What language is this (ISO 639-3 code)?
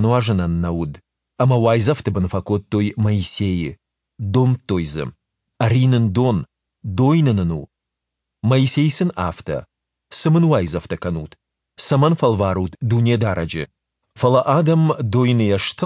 oss